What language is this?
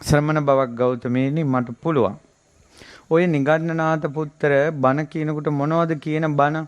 Sinhala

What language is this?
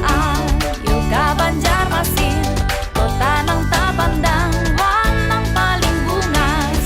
Banjar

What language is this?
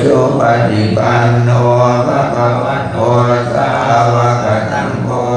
Pali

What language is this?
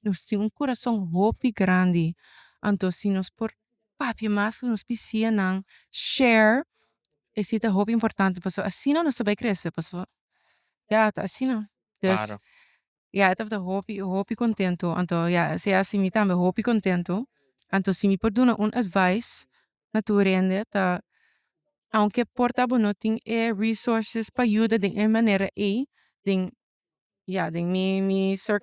Papiamento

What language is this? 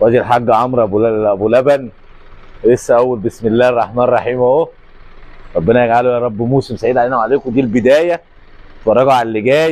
Egyptian Arabic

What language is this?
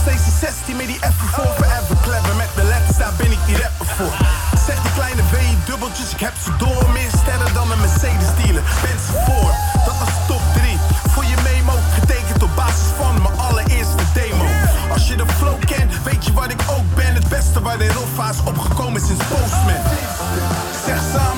Dutch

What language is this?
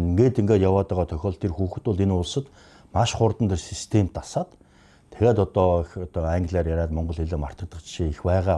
Mongolian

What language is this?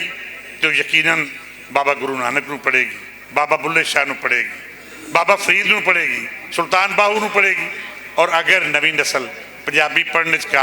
Western Panjabi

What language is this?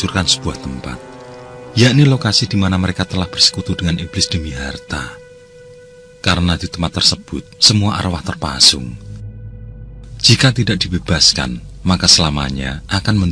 Indonesian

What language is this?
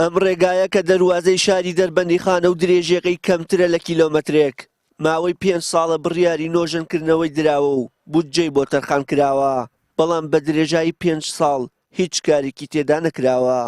Central Kurdish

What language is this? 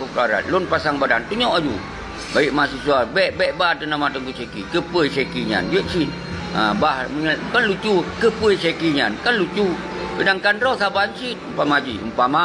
Achinese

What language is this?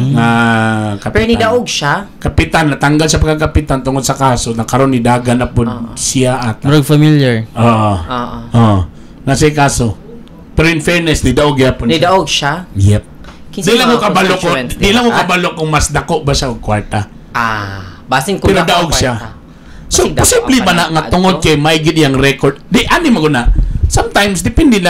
Cebuano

